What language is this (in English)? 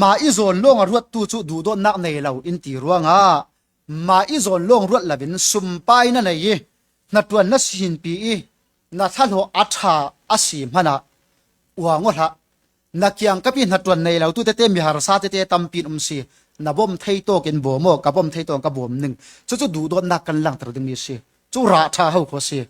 Falam Chin